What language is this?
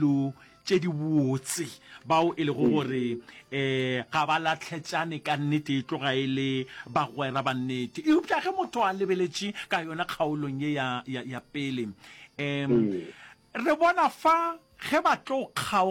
Northern Sotho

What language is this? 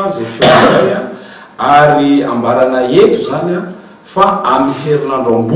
Malagasy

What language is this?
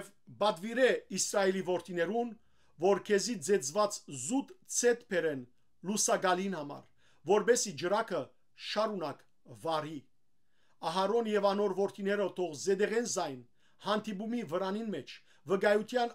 Western Armenian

